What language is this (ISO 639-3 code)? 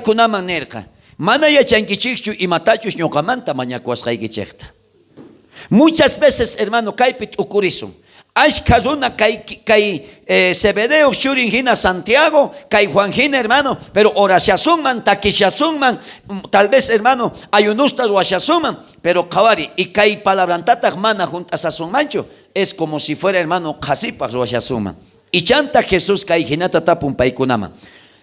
quh